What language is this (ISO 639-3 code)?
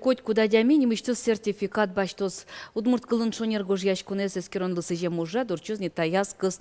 udm